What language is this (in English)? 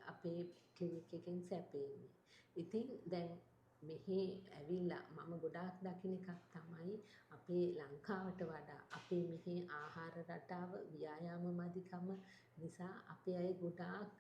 Sinhala